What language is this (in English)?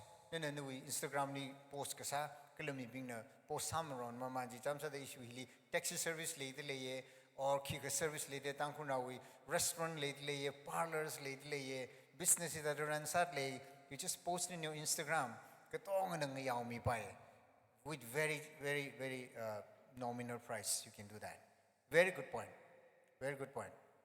Tangkhul Naga (India)